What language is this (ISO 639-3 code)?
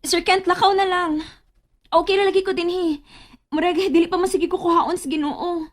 ceb